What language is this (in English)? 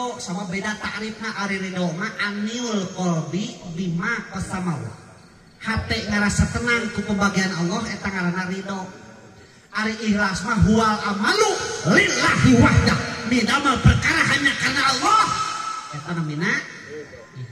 Sundanese